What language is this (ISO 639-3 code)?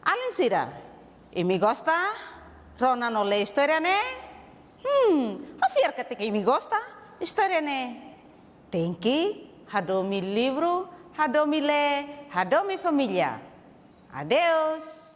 tet